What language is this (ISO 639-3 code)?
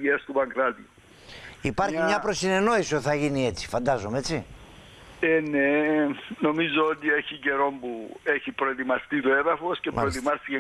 ell